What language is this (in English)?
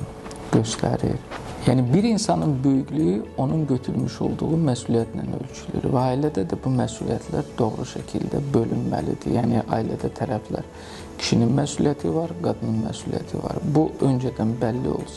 Azerbaijani